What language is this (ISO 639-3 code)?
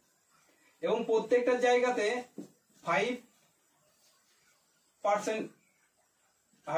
ben